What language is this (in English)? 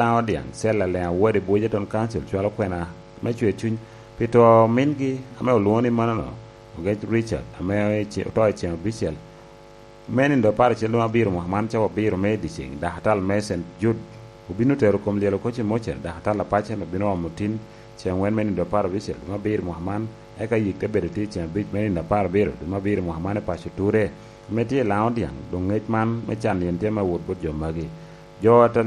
Lango (Uganda)